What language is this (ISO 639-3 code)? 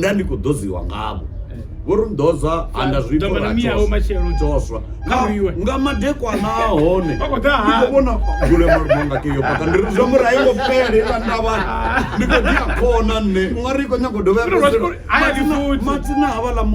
ven